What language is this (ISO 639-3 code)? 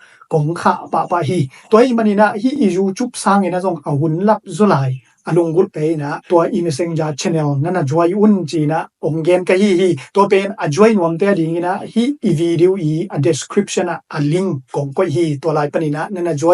ctd